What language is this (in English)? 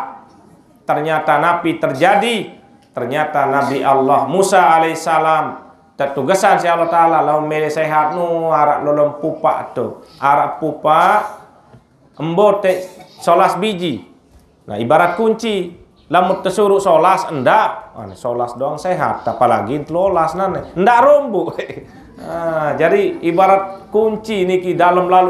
Sasak